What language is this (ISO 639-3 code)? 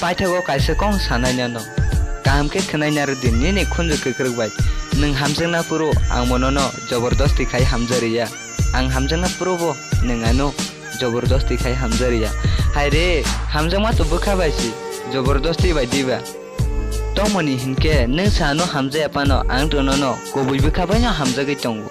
trp